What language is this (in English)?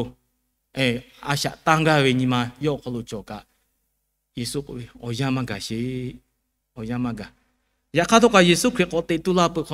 Lahu